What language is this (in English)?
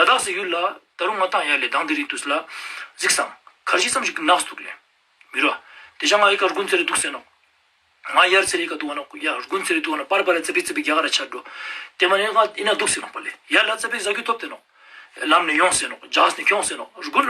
Ladakhi